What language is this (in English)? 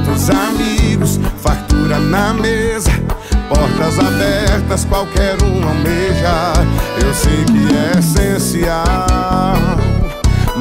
Portuguese